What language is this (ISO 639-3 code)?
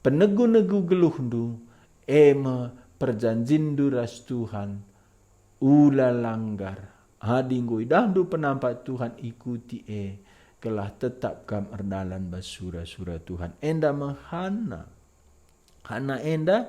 btx